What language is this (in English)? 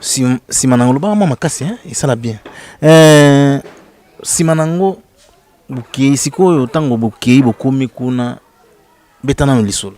Lingala